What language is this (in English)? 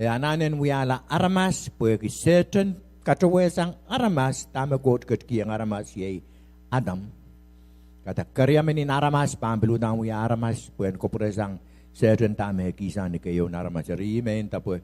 Pohnpeian